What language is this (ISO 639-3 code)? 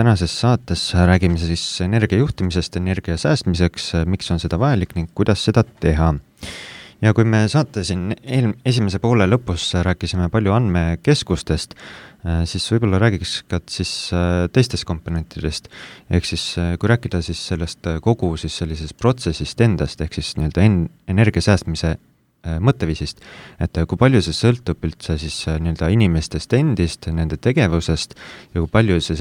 est